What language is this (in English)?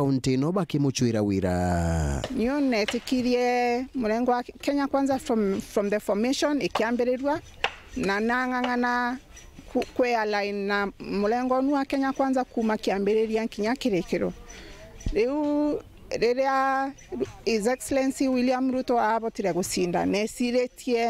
Meru